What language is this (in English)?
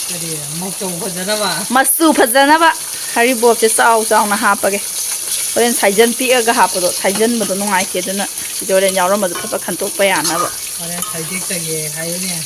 Manipuri